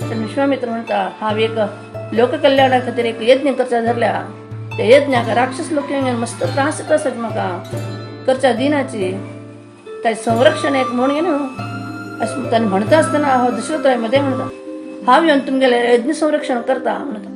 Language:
Konkani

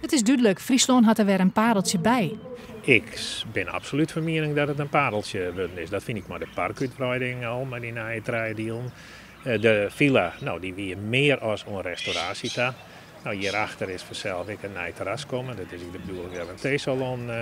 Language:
Western Frisian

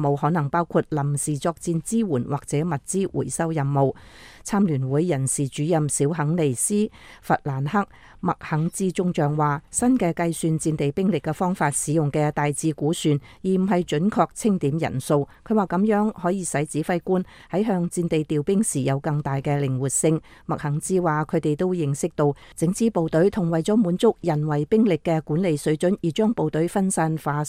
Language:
Cantonese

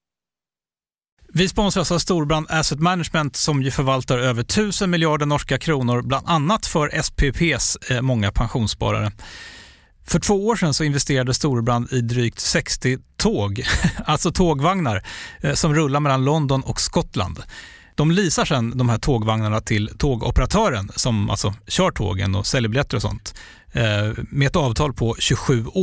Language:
Swedish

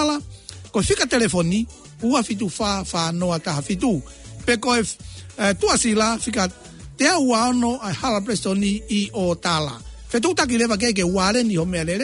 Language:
Tongan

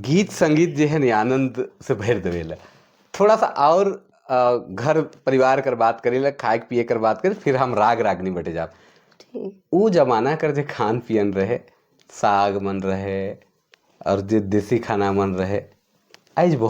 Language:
Sadri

